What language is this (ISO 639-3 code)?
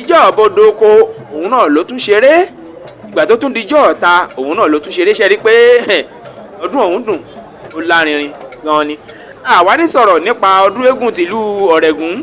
yor